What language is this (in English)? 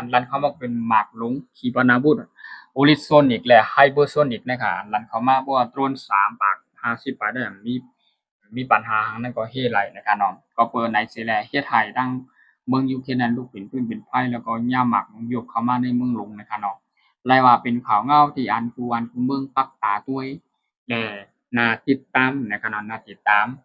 Shan